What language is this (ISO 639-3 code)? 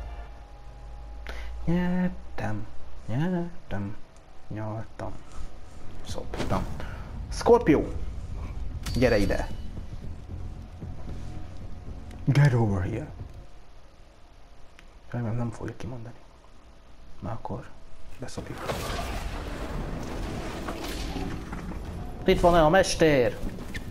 hun